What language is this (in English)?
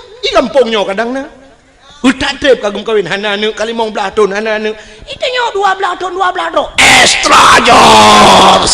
Achinese